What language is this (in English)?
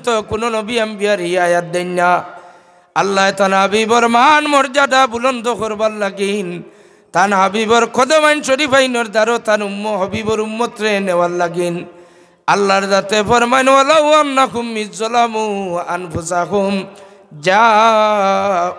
Sylheti